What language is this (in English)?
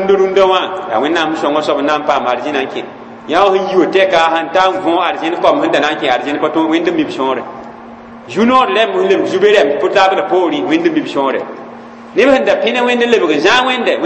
Mossi